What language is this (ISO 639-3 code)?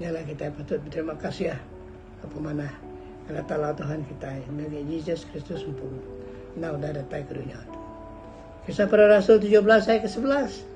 iba